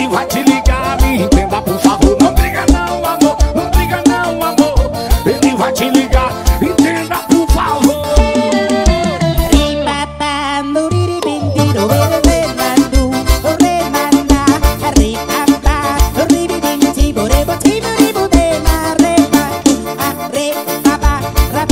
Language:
Portuguese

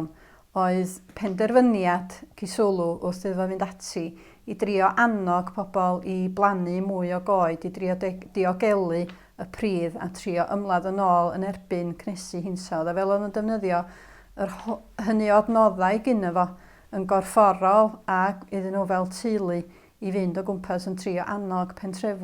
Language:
Welsh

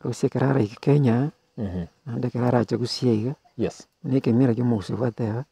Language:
Gusii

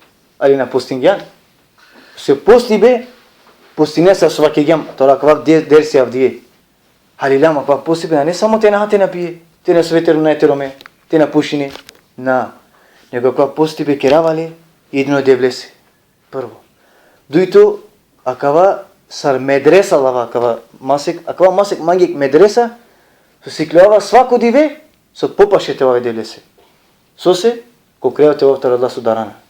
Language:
Balkan Romani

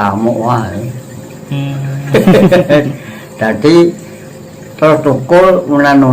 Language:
Javanese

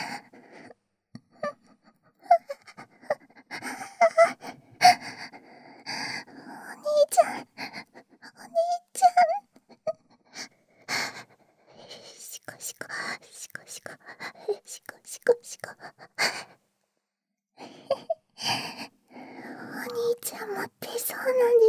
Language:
Japanese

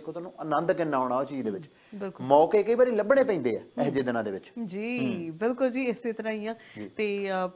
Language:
Punjabi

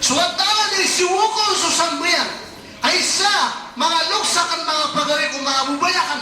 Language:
Maranao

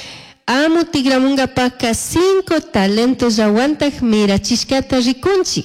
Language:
Chimborazo Highland Quichua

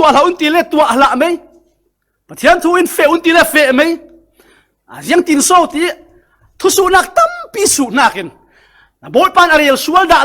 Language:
Falam Chin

